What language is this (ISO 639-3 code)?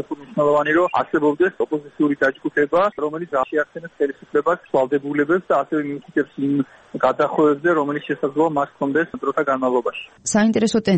kat